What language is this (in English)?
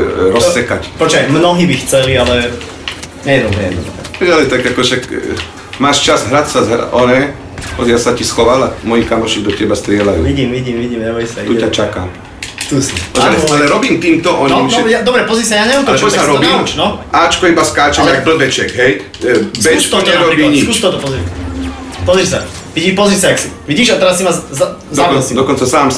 Slovak